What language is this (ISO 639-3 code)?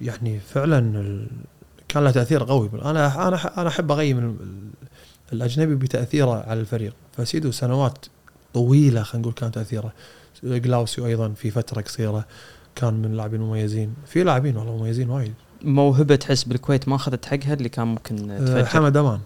afb